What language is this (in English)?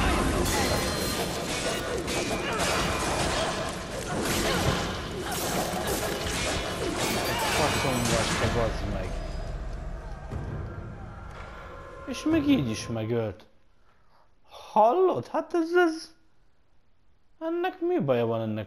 Hungarian